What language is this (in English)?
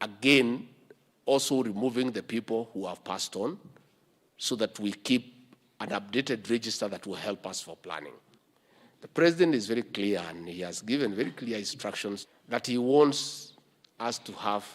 Kamba